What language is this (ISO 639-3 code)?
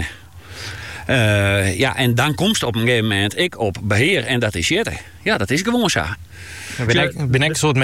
nld